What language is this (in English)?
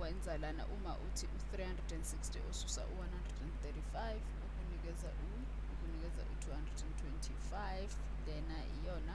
Zulu